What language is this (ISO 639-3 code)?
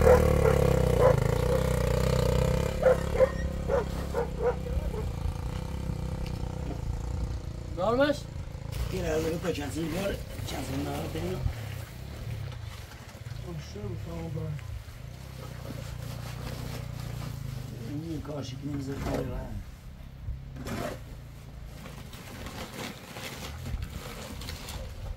fas